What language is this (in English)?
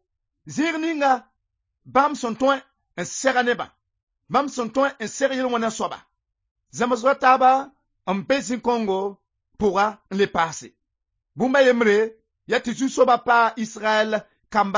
Mossi